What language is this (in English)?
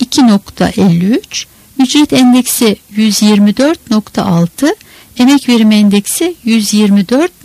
Turkish